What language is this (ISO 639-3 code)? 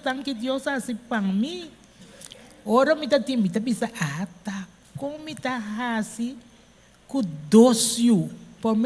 pap